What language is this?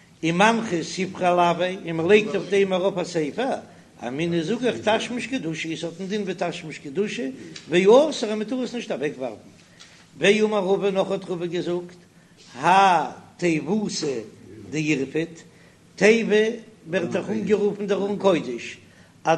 Yiddish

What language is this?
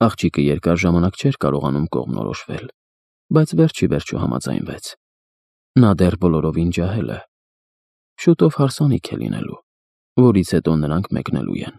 Armenian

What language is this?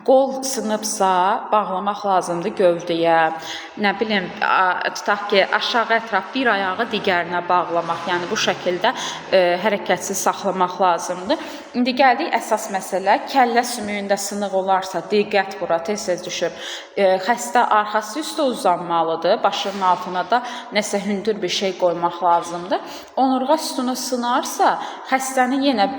Azerbaijani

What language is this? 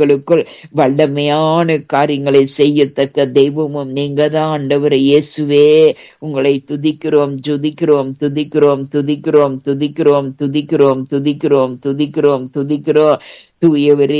Tamil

